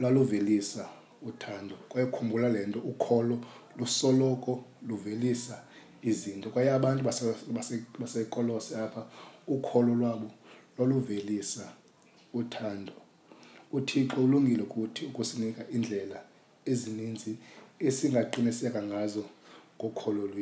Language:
Xhosa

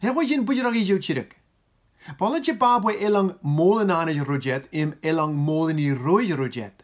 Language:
Marshallese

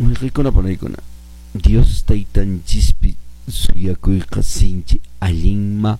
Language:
Quechua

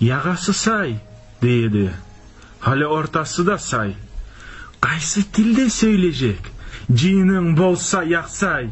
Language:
Kumyk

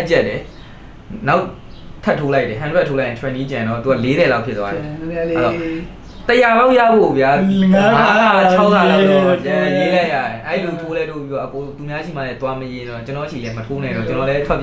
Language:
Burmese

